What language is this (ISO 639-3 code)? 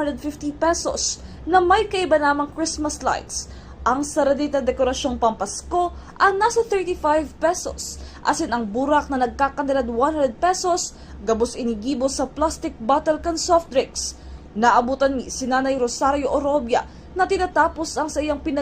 bik